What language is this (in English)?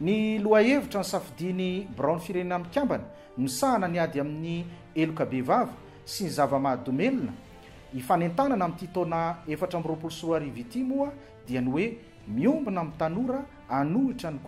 Malagasy